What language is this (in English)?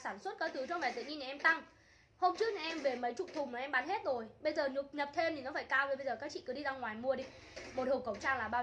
Vietnamese